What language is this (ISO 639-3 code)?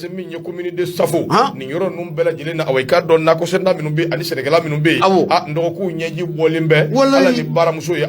bam